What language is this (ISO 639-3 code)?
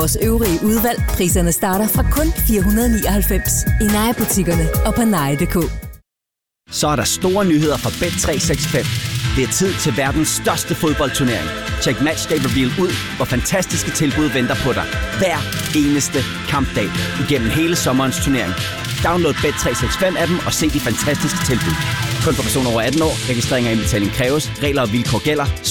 dan